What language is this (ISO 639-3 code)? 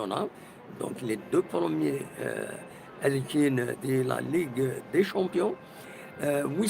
kab